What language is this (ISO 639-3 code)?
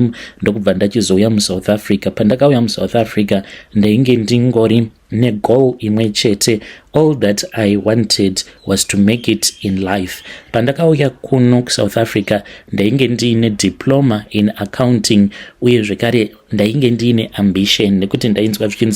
sna